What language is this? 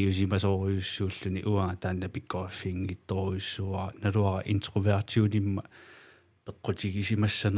Kalaallisut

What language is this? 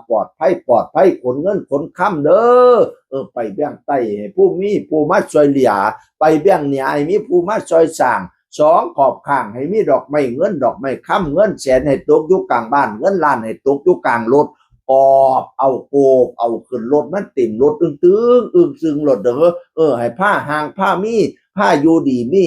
Northeastern Thai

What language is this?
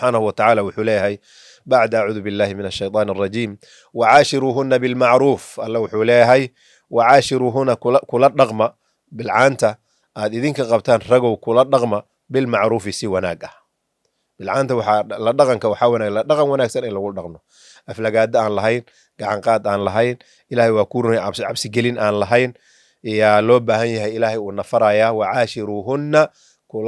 Somali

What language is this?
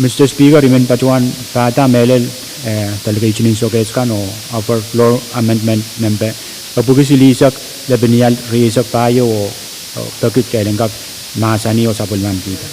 Pohnpeian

